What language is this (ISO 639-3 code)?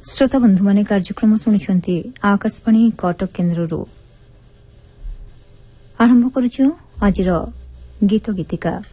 ori